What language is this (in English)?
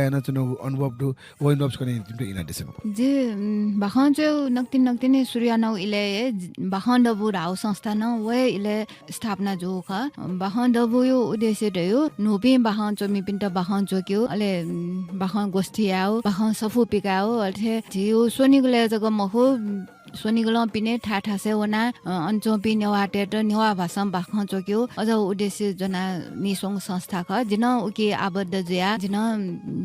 Newari